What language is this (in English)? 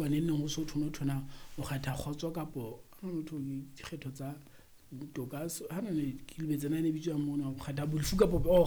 Southern Sotho